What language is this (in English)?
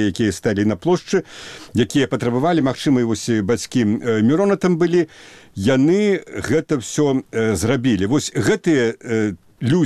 Belarusian